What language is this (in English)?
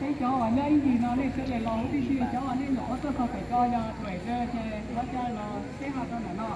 Hmong